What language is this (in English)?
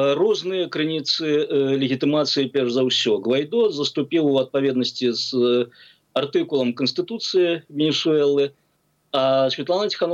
Belarusian